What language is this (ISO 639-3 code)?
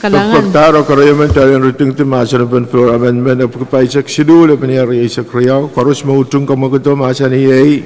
pon